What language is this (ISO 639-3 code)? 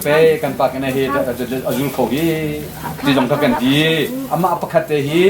cnh